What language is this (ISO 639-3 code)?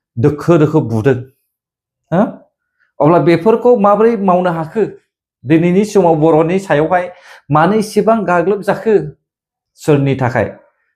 brx